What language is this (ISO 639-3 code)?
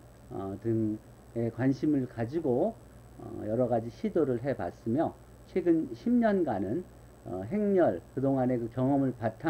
kor